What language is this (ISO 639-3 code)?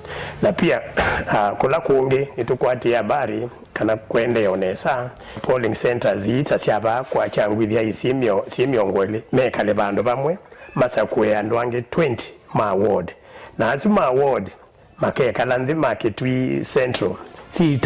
kam